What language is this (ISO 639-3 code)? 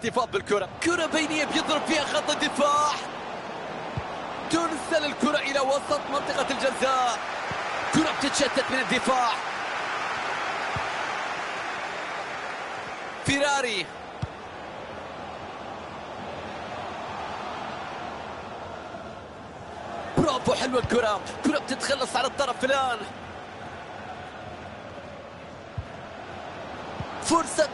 ara